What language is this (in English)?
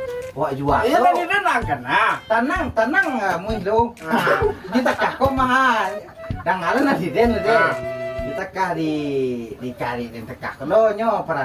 Minangkabau